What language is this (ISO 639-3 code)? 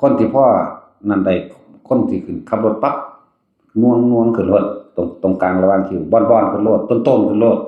tts